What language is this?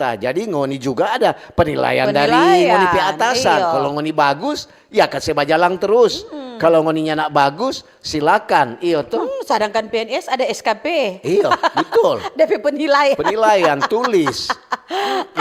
Manado Malay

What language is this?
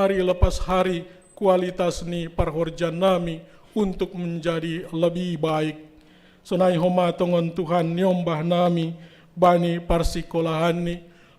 Batak Simalungun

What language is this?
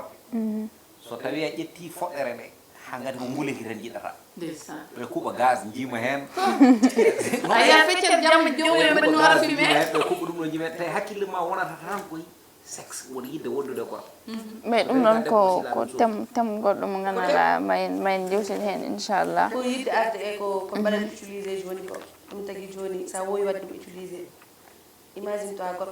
Fula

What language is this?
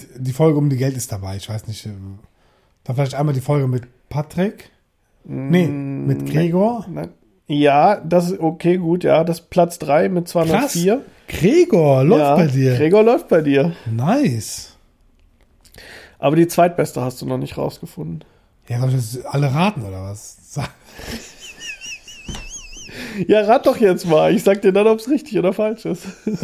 German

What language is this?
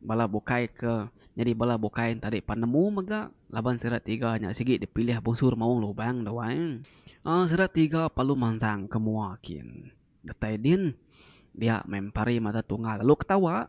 Iban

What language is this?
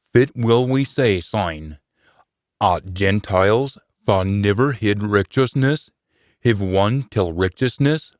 Scots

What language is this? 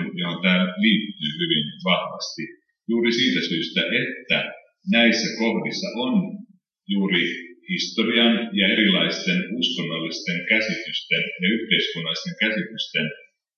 Finnish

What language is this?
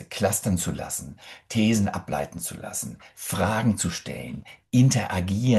German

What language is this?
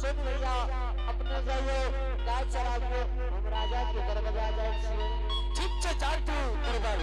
Angika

